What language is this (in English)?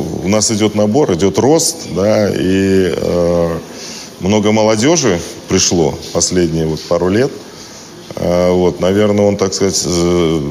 Russian